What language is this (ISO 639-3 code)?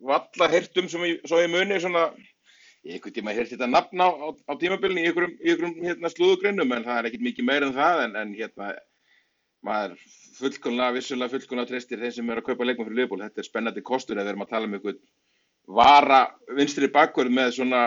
isl